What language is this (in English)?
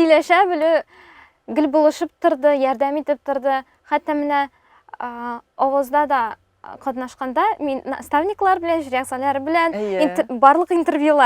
Tatar